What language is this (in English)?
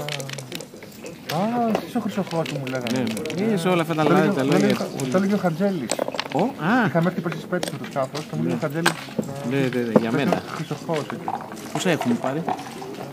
Greek